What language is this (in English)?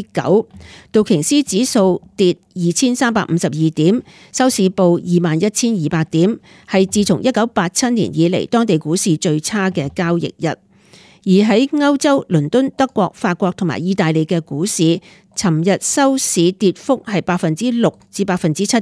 Cantonese